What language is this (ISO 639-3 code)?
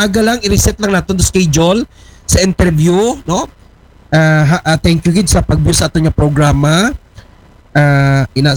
akl